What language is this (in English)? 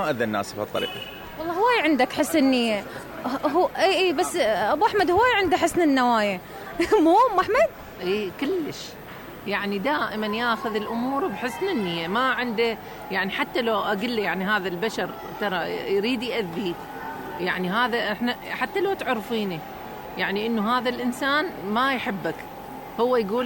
Mesopotamian Arabic